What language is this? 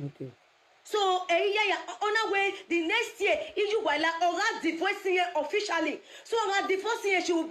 Nigerian Pidgin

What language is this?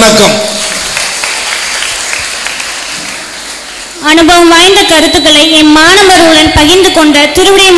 Tamil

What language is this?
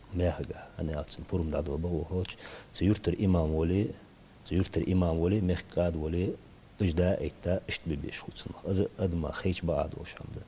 Ingush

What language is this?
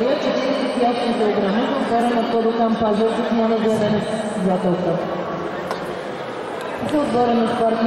Bulgarian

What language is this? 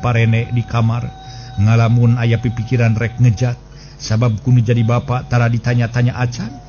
Sundanese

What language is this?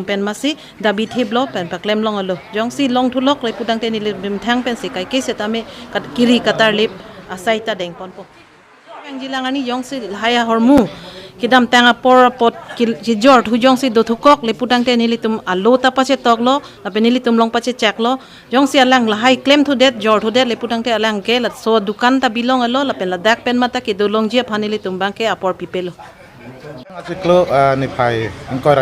Karbi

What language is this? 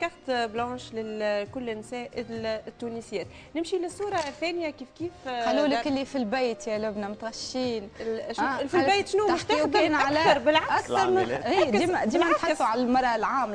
Tunisian Arabic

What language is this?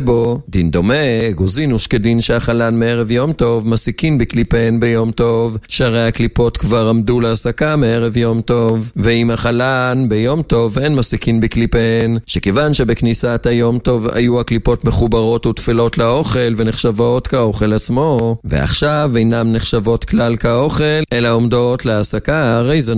Hebrew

